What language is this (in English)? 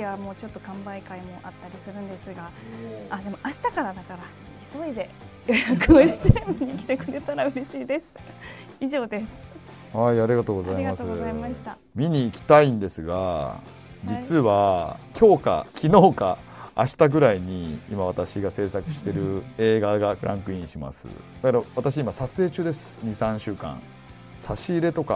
Japanese